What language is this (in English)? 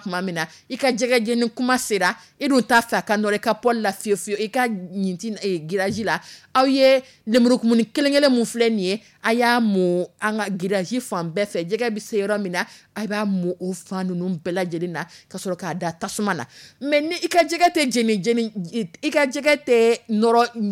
Dyula